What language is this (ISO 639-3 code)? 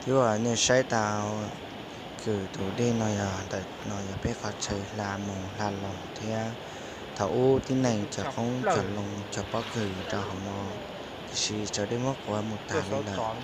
hmn